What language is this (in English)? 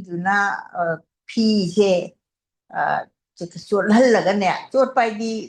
Manipuri